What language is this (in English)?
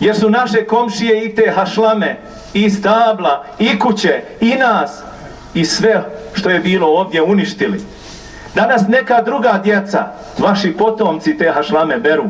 Bosnian